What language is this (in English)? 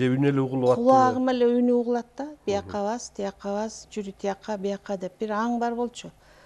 Kyrgyz